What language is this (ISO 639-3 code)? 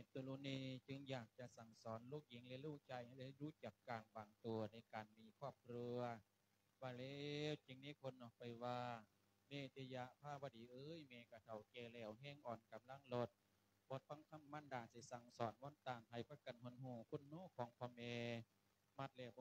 lao